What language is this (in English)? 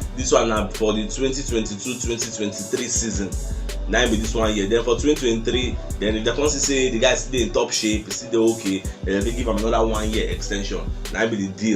Nigerian Pidgin